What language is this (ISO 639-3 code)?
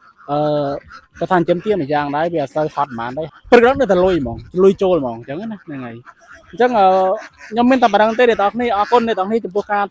khm